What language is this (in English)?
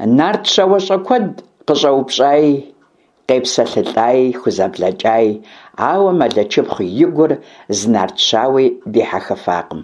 Kabardian